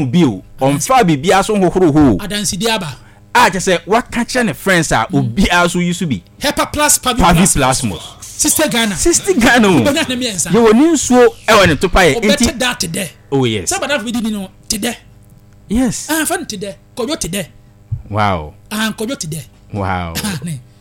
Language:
Akan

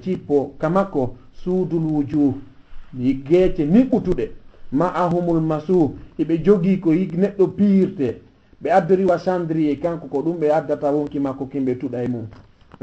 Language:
Fula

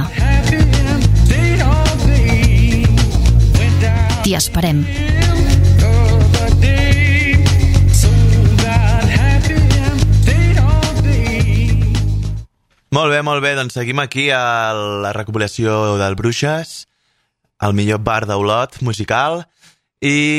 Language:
Catalan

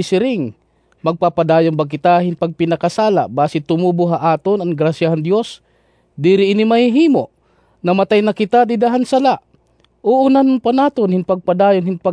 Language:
Waray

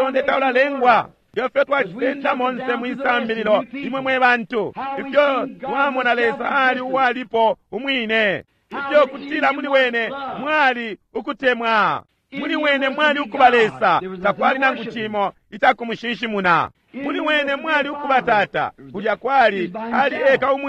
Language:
Bemba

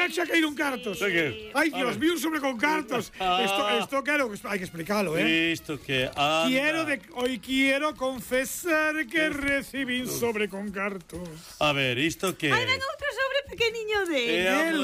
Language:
Galician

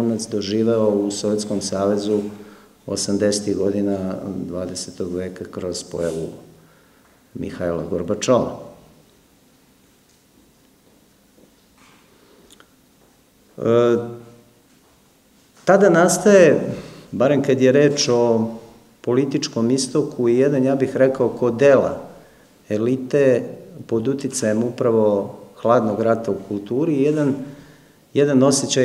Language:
Serbian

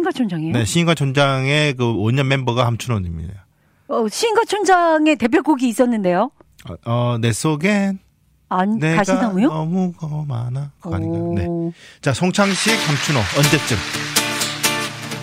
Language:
Korean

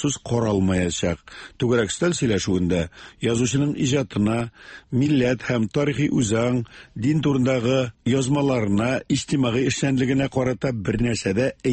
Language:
Tatar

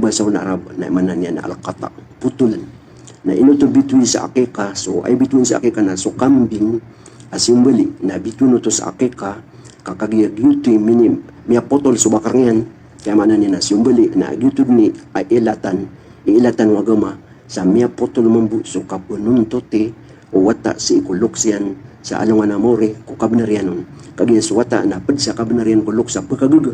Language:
Maranao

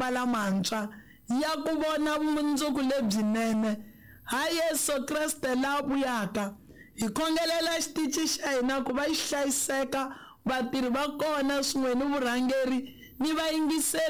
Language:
Tsonga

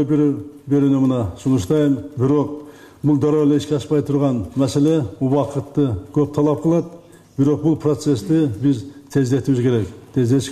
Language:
Kyrgyz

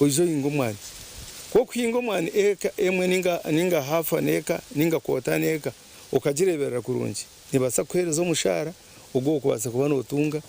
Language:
Nyankole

